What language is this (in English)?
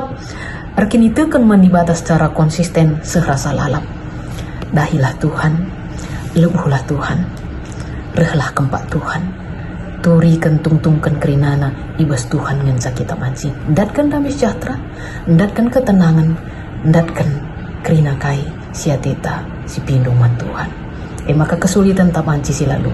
Batak Karo